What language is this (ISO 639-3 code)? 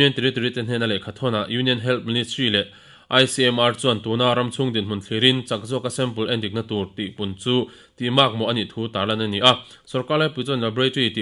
lus